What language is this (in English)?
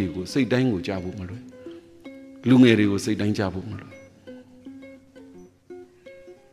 Burmese